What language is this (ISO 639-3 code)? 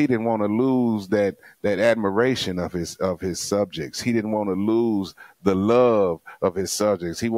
eng